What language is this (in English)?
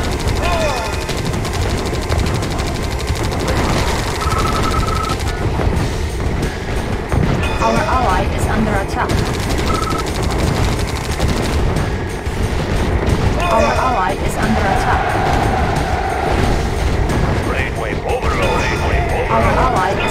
English